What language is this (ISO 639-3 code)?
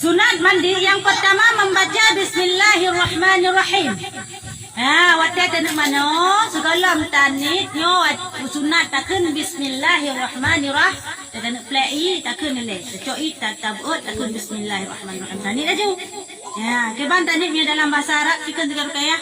ace